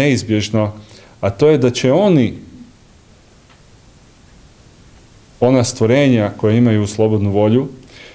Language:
Croatian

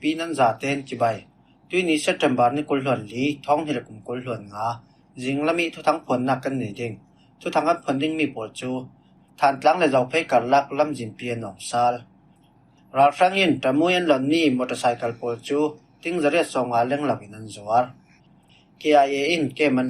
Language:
Falam Chin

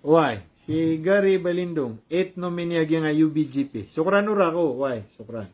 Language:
Maranao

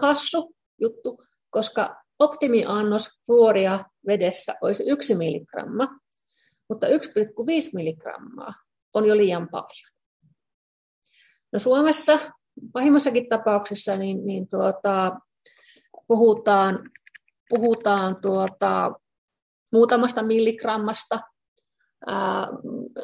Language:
Finnish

